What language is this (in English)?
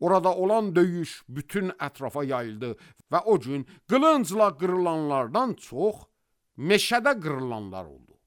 Azerbaijani